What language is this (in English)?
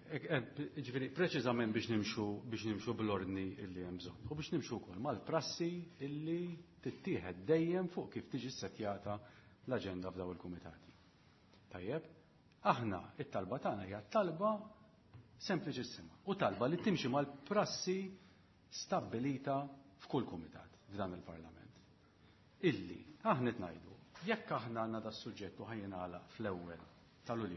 Maltese